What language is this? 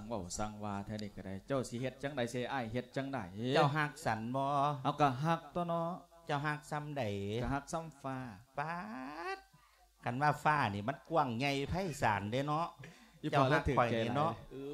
Lao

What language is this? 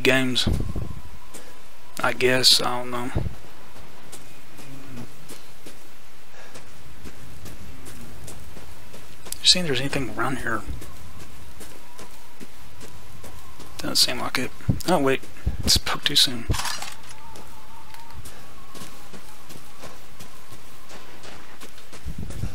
English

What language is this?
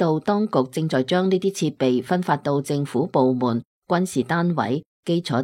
Cantonese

